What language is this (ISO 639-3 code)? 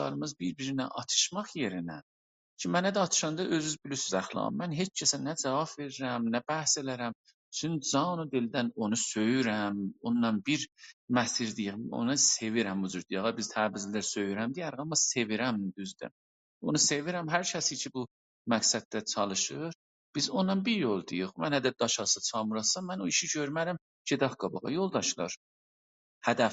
azb